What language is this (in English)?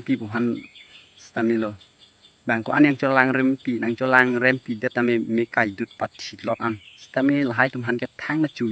Karbi